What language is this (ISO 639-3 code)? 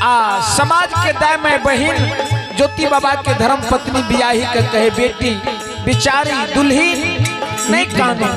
mai